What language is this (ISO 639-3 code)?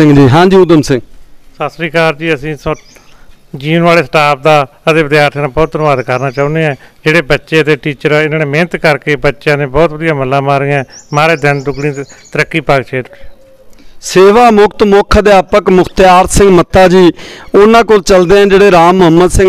pan